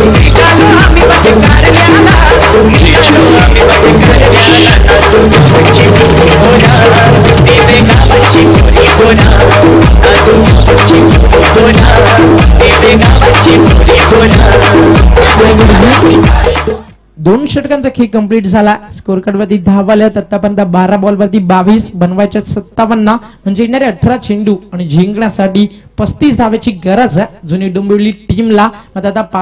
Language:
Marathi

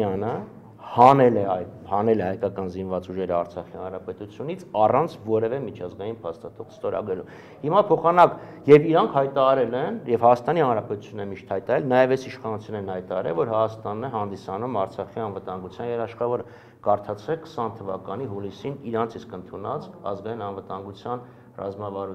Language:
Armenian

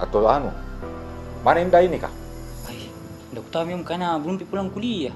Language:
Makassar Malay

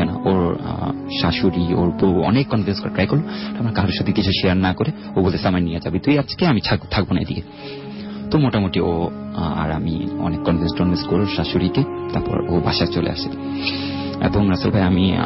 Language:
Bangla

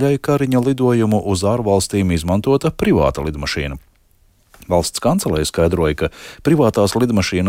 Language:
Latvian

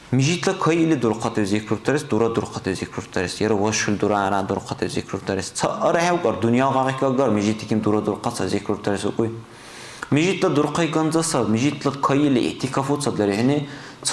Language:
Dargwa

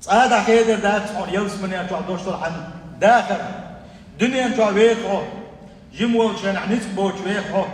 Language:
Chechen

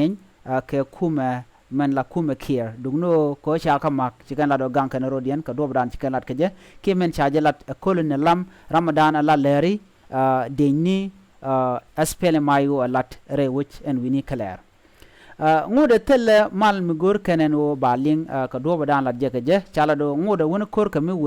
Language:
Nuer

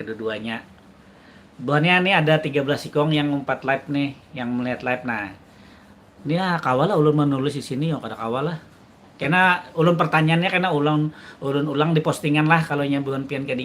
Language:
Banjar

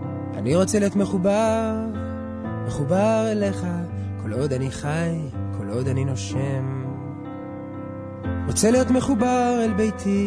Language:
Hebrew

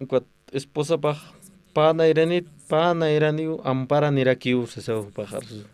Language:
Aymara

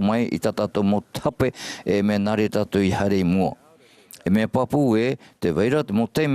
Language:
Tahitian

